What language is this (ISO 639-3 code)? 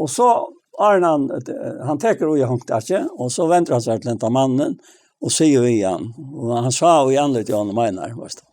fao